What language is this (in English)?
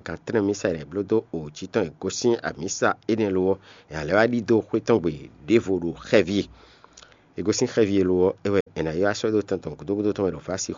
Fon